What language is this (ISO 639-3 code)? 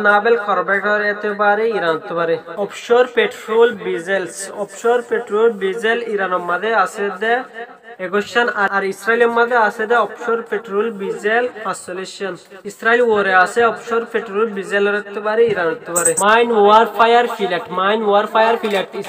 rhg